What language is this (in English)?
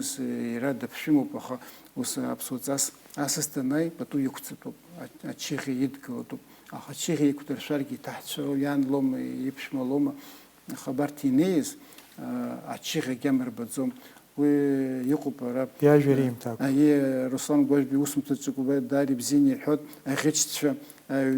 Abkhazian